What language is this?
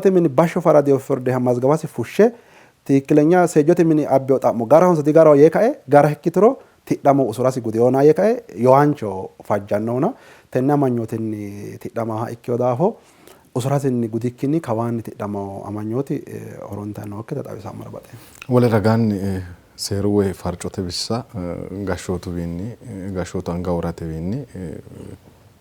Sidamo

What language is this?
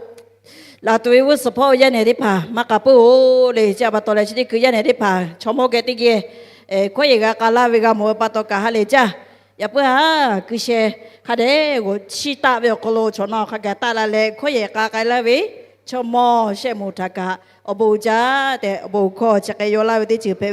Lahu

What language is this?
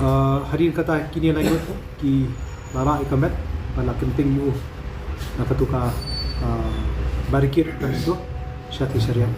Khasi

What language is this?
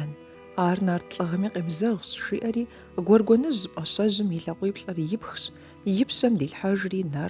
Kabardian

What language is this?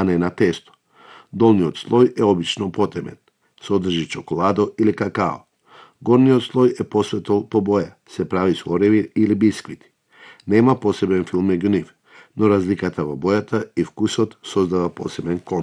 Macedonian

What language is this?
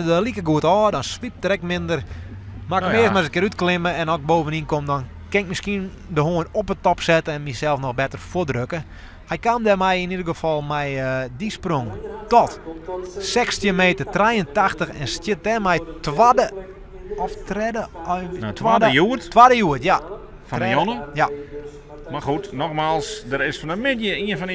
Western Frisian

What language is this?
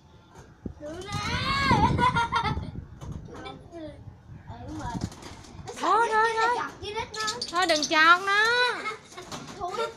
Vietnamese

